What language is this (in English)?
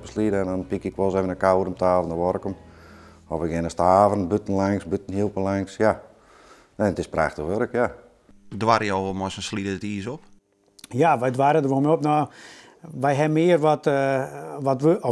Western Frisian